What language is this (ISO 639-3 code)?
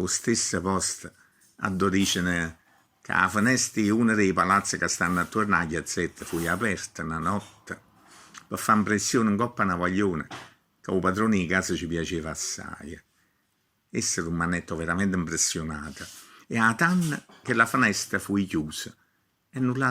nap